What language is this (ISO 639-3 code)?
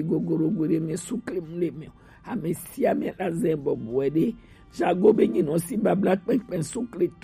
gej